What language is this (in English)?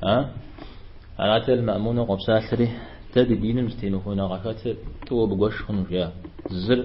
Kabardian